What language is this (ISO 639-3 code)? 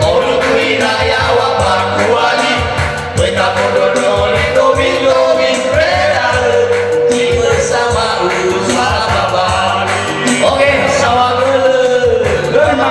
nia